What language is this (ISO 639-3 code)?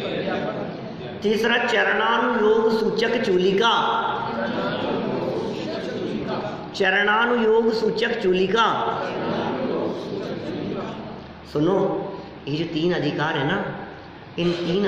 hin